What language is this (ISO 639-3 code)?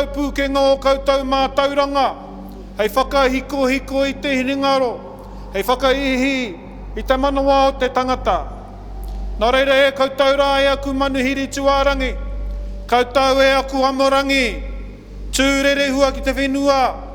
mri